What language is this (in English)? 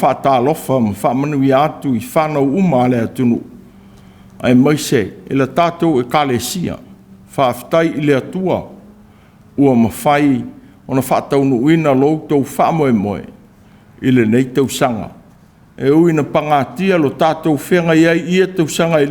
Samoan